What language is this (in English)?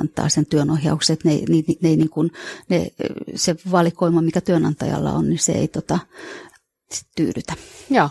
Finnish